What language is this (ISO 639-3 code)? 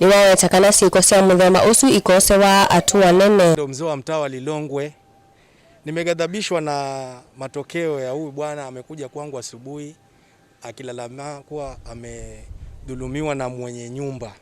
kam